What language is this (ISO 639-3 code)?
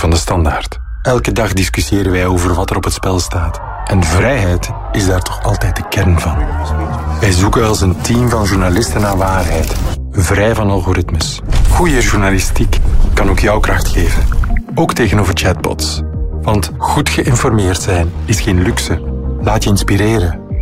nld